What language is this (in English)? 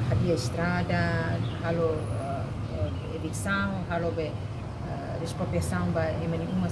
Tetum